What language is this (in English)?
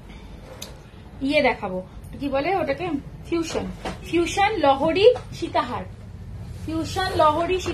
Bangla